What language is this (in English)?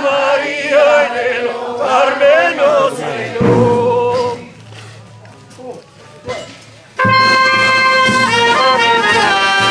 Italian